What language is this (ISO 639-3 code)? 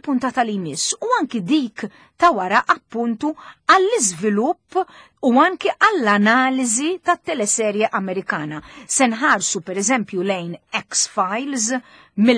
mlt